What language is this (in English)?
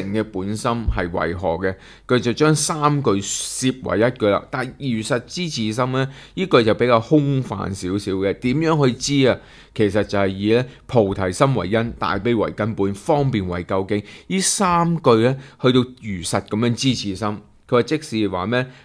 Cantonese